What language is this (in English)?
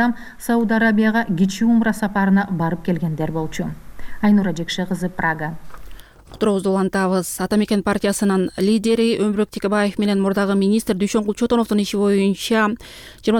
Kyrgyz